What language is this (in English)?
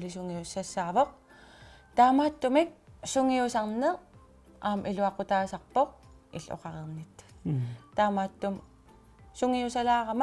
Kalaallisut